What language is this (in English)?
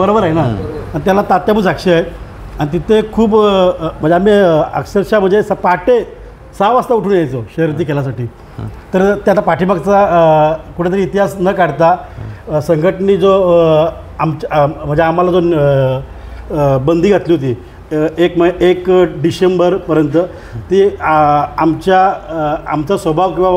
Marathi